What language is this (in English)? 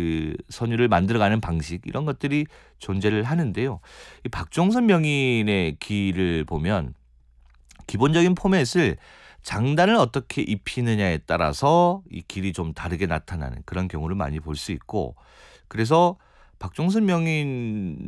Korean